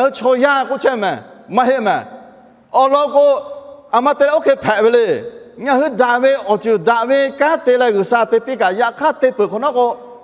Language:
Lahu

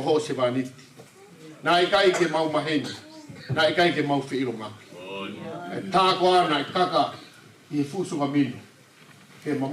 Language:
Tongan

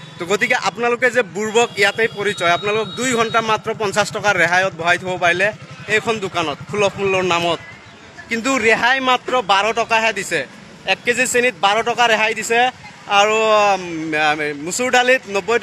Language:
Assamese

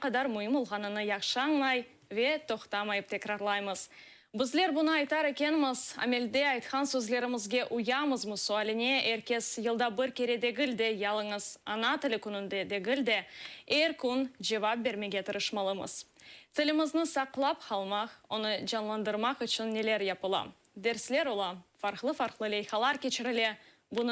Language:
Crimean Tatar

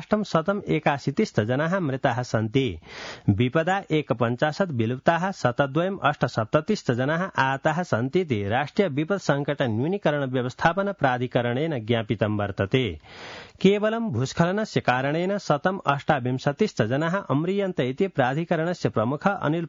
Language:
Sanskrit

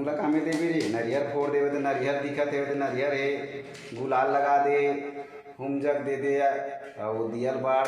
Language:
Chhattisgarhi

